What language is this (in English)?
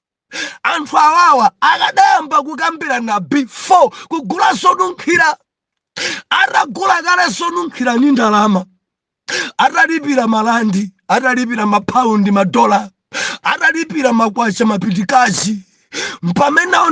Nyanja